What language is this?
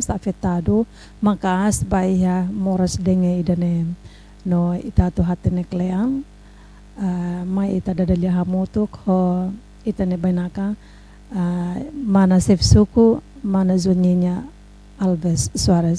Tetum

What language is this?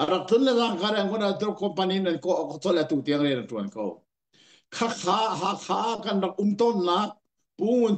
Hakha Chin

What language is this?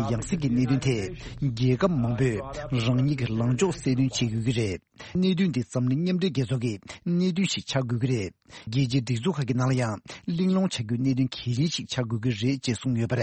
Tibetan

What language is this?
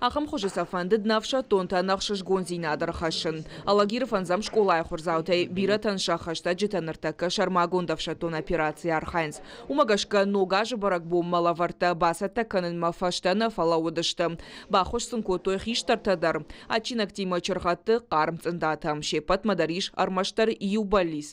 Ossetic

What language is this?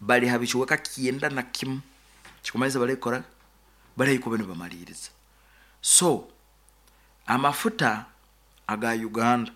Nyoro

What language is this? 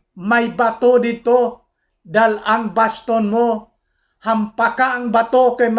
Hiligaynon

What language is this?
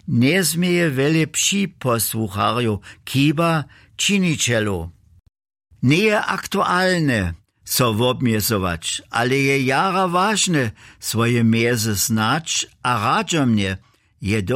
Upper Sorbian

